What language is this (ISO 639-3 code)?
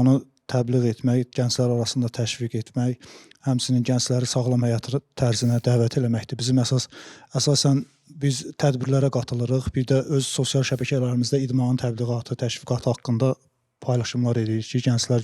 aze